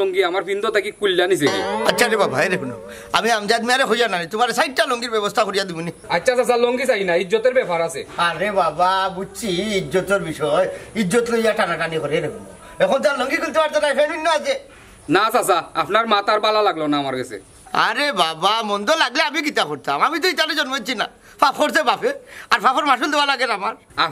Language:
Sylheti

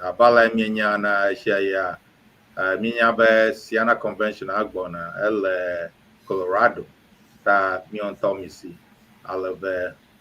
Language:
Ewe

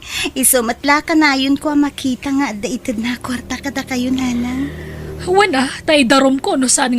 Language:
Iloko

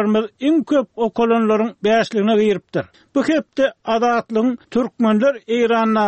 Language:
Turkmen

